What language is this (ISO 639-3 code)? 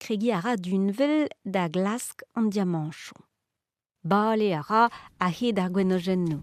bre